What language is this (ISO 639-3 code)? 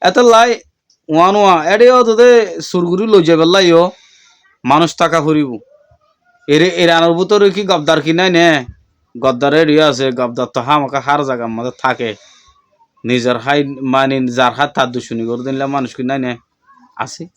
rhg